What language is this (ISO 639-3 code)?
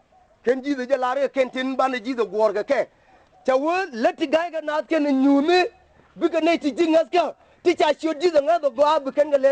nus